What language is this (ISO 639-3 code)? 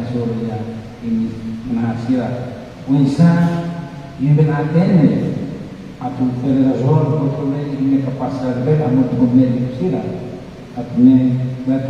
tet